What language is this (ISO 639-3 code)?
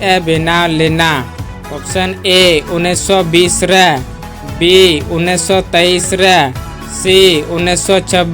sat